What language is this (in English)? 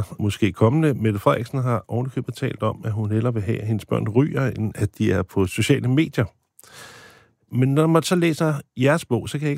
Danish